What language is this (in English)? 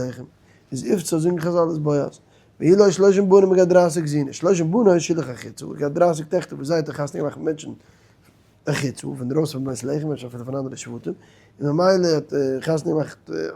Yiddish